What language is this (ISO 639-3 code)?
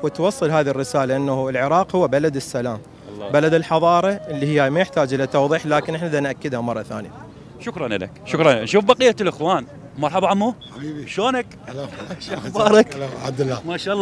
acm